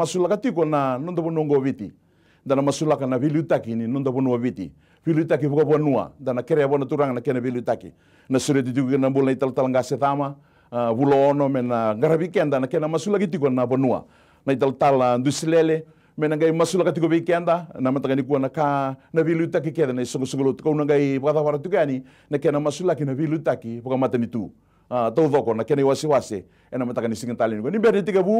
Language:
Fijian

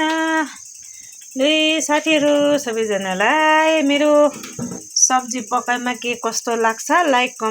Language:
Nepali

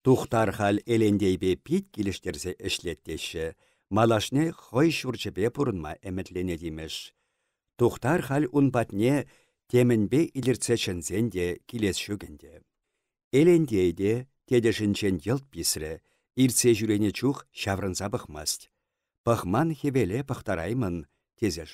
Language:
Chuvash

